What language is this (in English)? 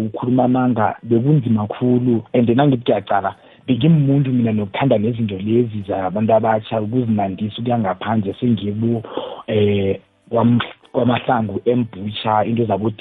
South Ndebele